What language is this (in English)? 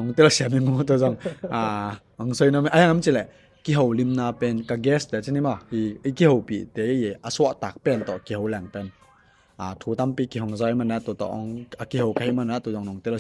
Tedim Chin